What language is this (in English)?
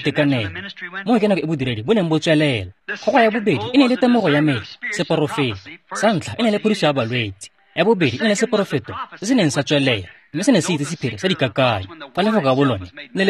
Tswana